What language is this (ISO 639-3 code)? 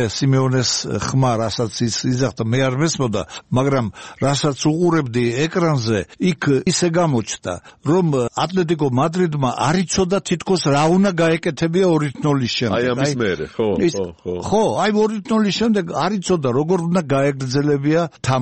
kat